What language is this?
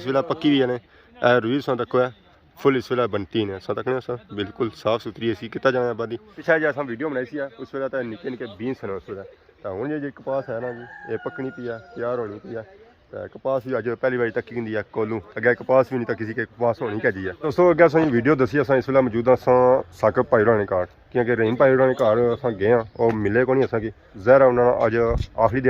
Pahari-Potwari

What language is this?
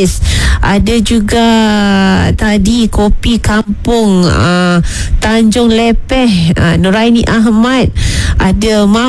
Malay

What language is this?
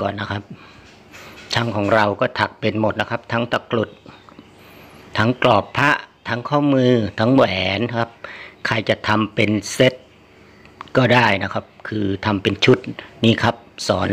Thai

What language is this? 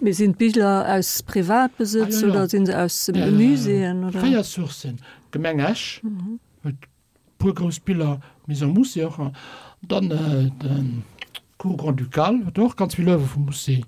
Luxembourgish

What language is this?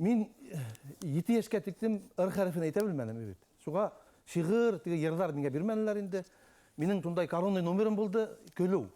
Bashkir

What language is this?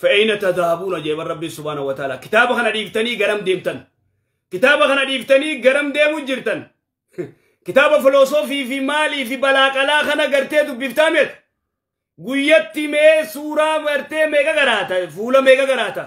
Oromo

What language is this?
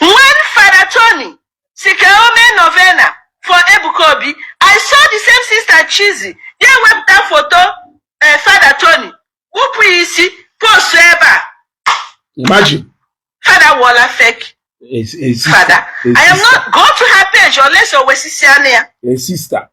Igbo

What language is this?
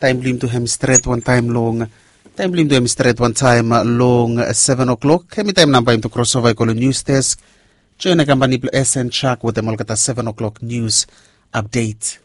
Bislama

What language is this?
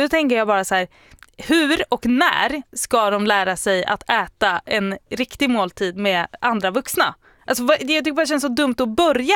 Swedish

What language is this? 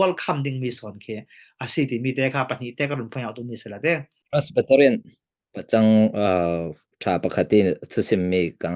Falam Chin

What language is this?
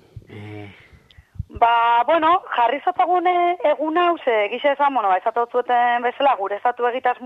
Basque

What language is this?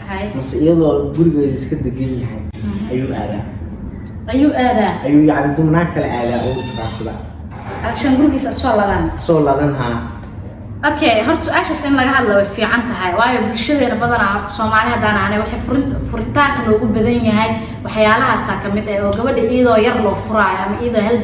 Somali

